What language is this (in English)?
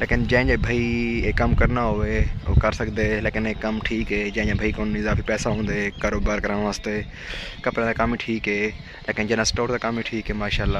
Saraiki